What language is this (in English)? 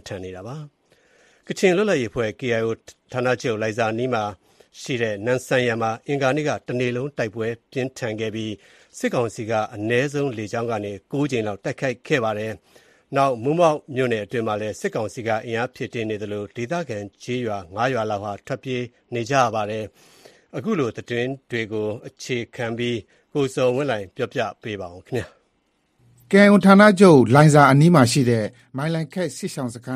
Burmese